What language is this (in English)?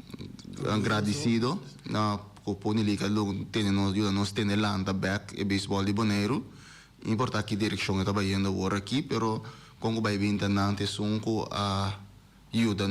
Papiamento